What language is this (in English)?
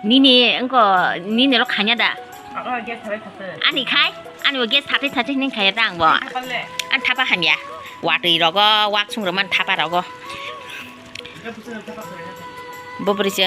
Kok Borok